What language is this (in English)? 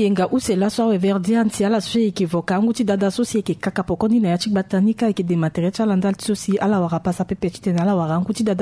Sango